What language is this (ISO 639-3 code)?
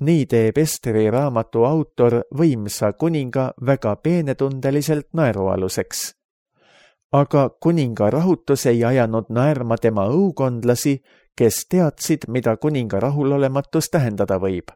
est